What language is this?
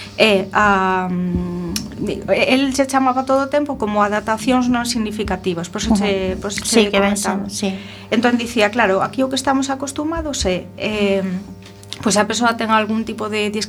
Galician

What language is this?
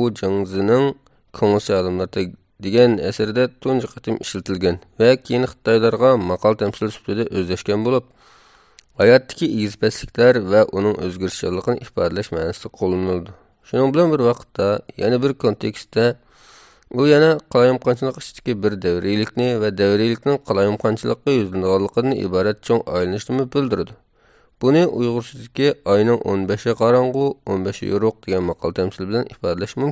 Uyghur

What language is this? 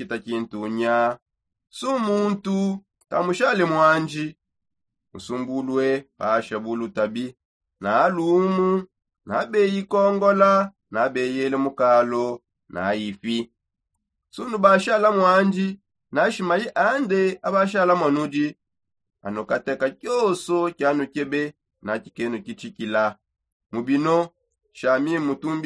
Songe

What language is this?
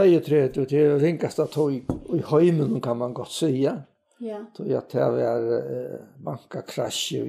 Faroese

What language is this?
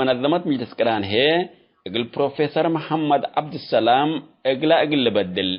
Tigre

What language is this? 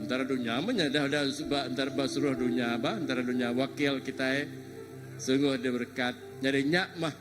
Iban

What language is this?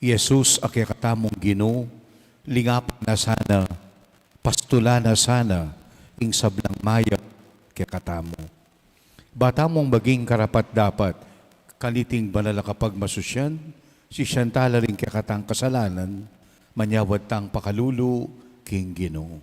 Pampanga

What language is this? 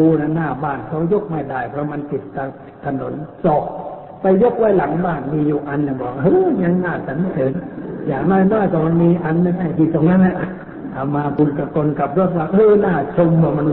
Thai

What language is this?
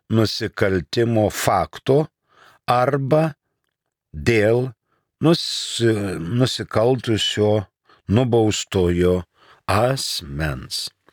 Lithuanian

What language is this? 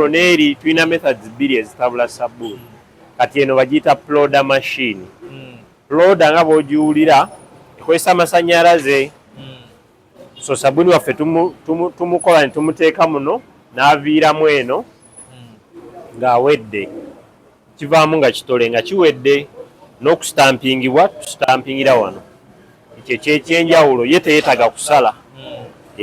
Ganda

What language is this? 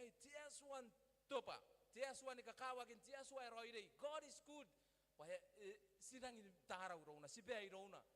Gilbertese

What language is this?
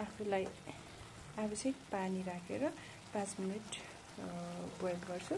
Nepali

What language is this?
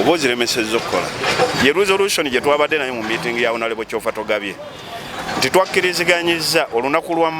Ganda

